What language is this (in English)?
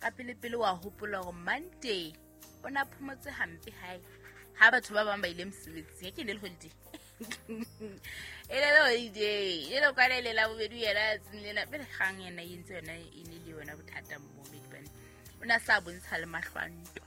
Southern Sotho